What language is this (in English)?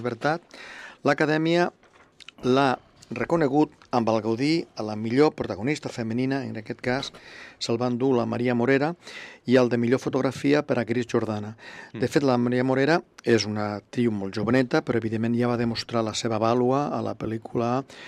Catalan